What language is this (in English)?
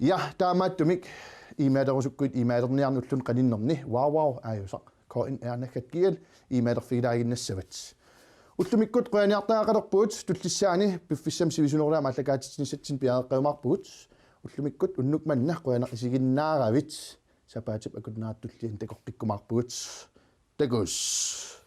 Kalaallisut